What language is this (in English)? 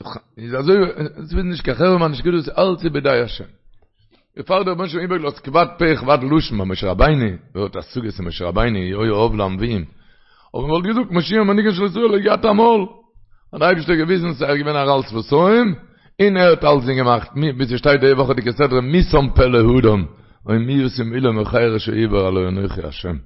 Yiddish